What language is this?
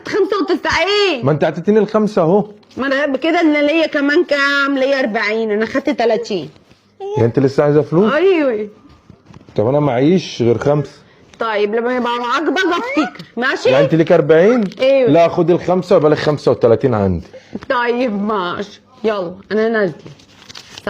Egyptian Arabic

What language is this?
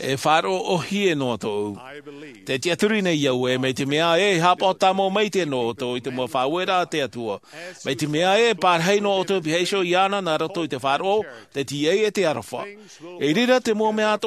Tahitian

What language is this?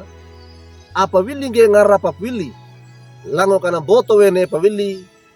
Wejewa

